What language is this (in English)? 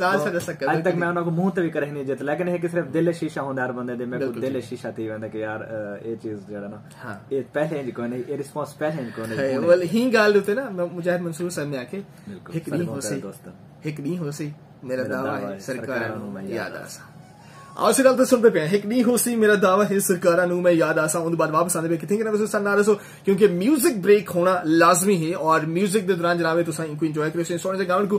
Saraiki